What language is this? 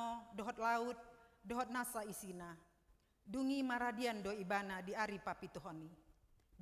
Batak Toba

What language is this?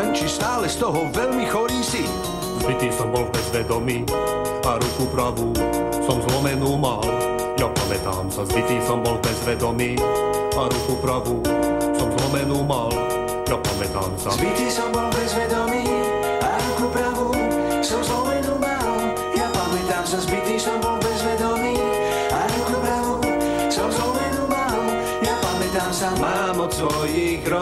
Slovak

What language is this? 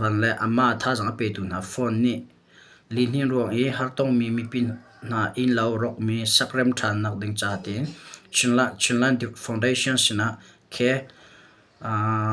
Hakha Chin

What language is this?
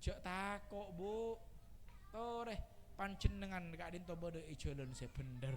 Madurese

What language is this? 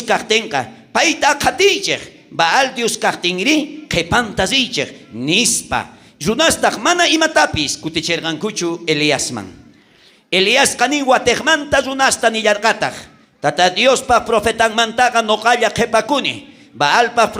South Bolivian Quechua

